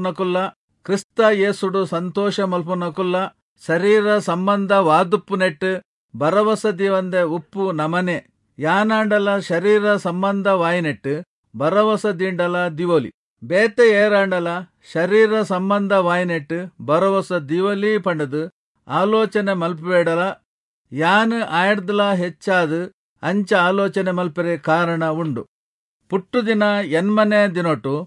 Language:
Tulu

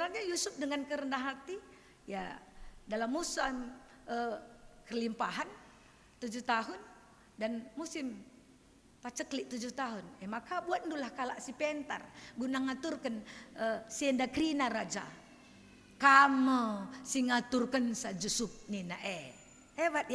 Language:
Batak Karo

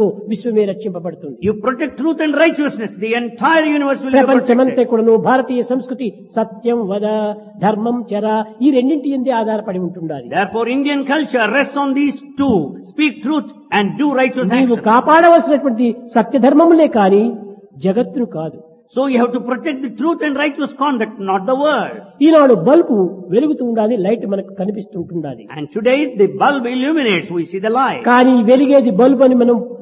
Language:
Telugu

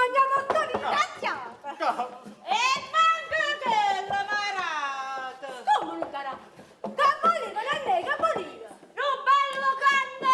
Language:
Neapolitan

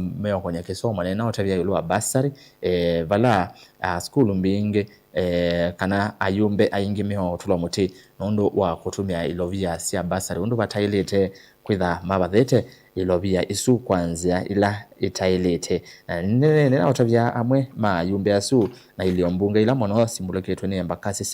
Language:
Kamba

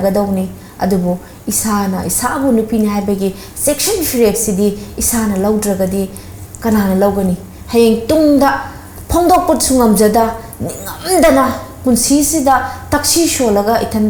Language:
Manipuri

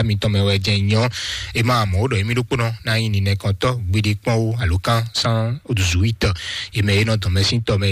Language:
Fon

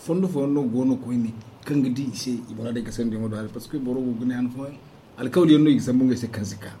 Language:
Zarma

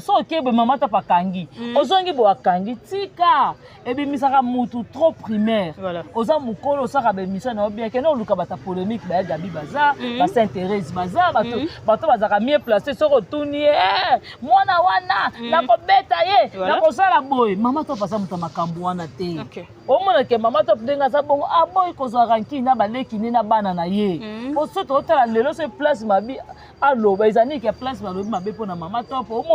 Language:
Lingala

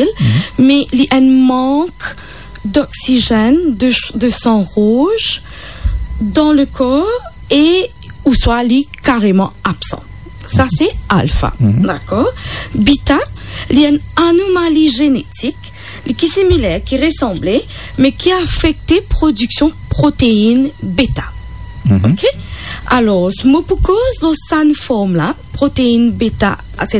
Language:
Morisyen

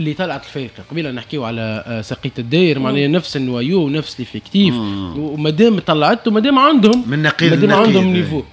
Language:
Tunisian Arabic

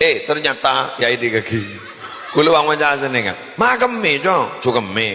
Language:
Madurese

